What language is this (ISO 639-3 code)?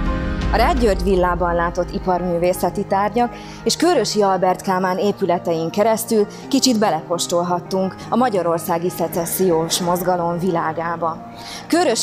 hun